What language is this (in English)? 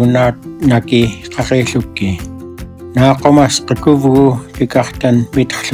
Central Yupik